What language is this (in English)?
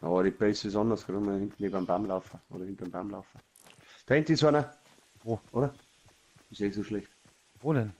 Bavarian